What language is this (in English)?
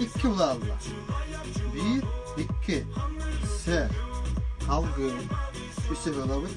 Yakut